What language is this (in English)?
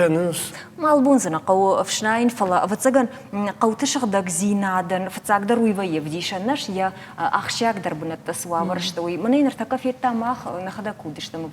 Ossetic